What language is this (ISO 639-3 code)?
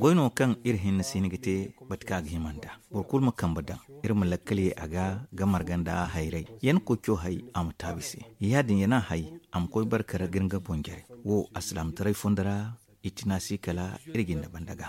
dje